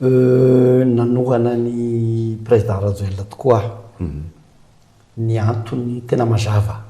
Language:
Malagasy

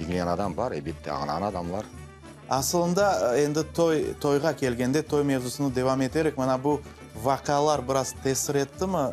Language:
Crimean Tatar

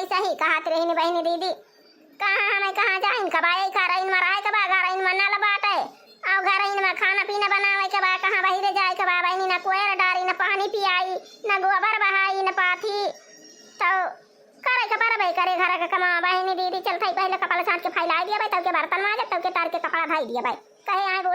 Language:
Awadhi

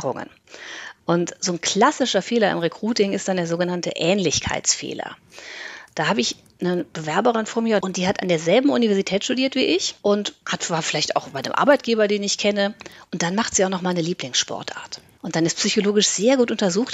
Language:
German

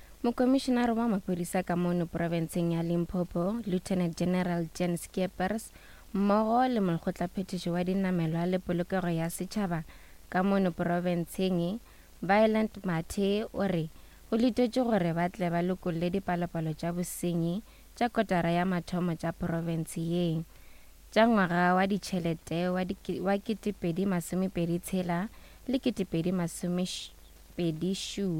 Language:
Northern Sotho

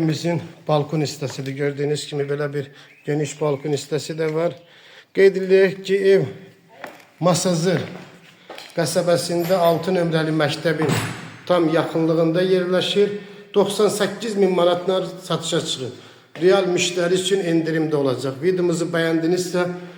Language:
Azerbaijani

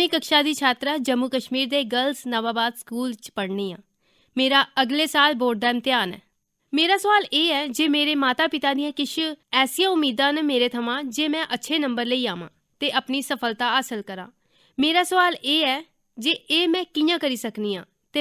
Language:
Dogri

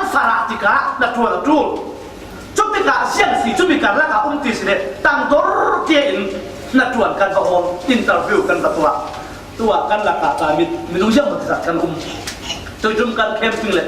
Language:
Falam Chin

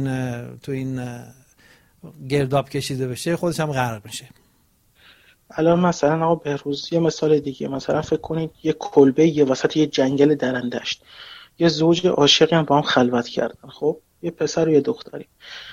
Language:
Persian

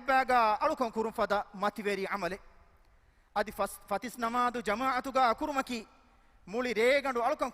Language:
Divehi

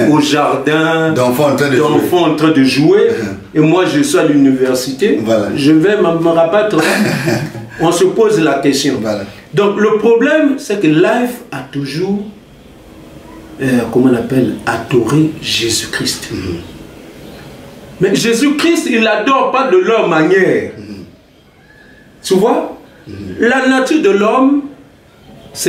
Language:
French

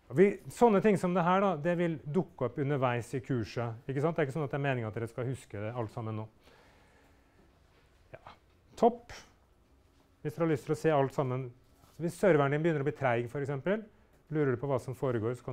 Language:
Norwegian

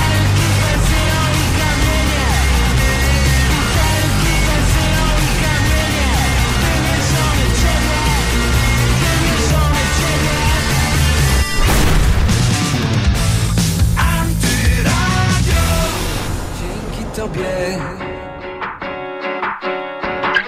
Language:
Polish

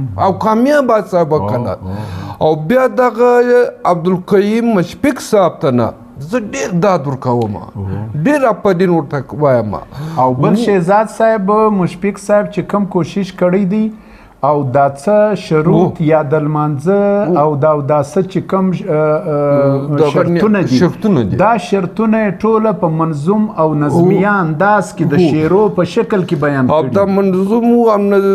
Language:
Pashto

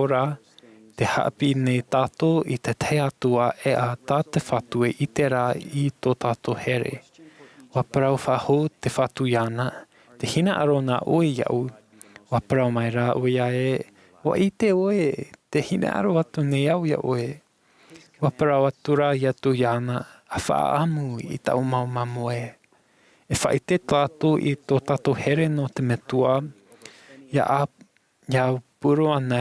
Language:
Tahitian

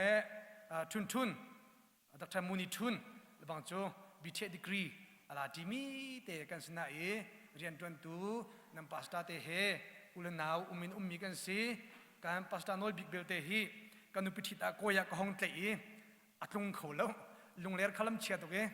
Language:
Hakha Chin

